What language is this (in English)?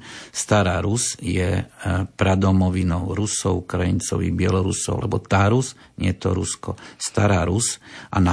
Slovak